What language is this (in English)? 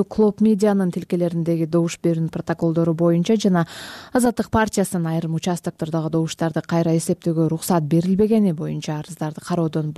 Kyrgyz